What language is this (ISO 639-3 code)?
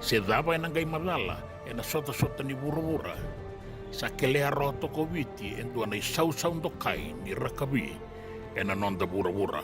fij